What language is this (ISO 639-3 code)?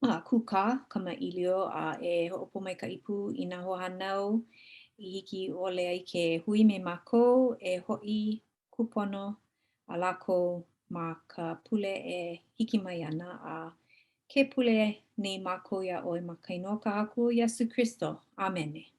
haw